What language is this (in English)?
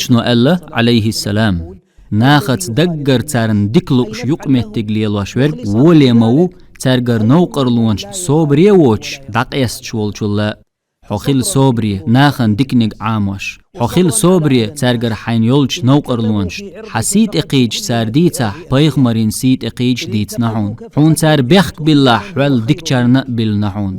Chechen